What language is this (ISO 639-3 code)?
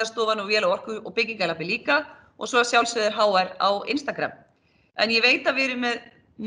isl